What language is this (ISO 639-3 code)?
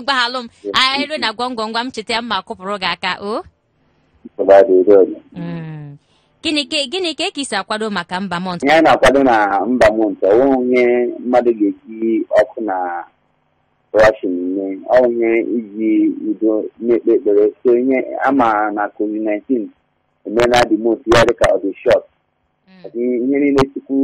ibo